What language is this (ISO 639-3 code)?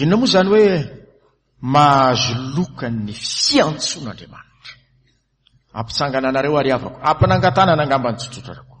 mlg